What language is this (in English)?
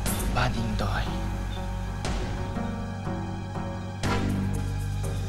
Thai